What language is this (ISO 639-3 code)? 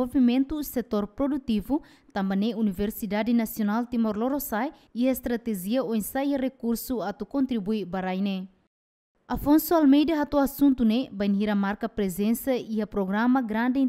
tet